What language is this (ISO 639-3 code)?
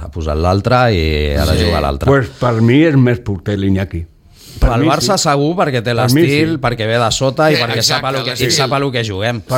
cat